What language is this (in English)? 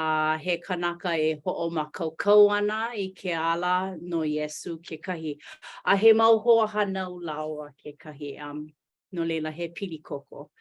Hawaiian